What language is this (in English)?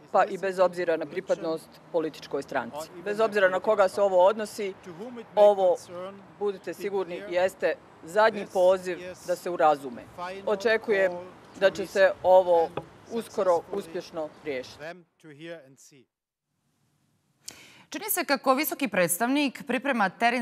Bosnian